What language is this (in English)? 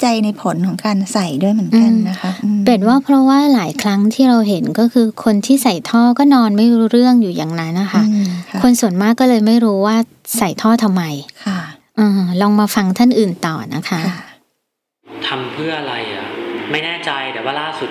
Thai